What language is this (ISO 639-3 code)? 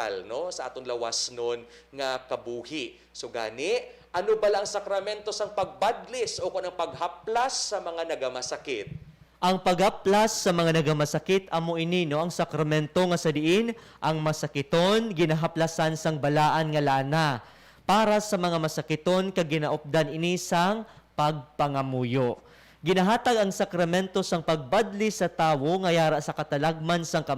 hil